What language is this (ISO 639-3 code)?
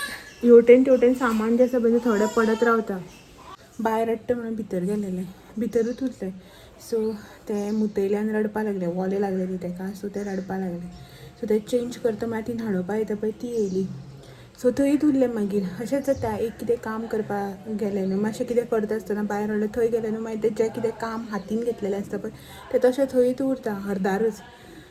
kok